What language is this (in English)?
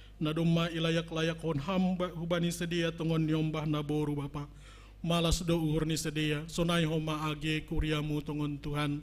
Batak Simalungun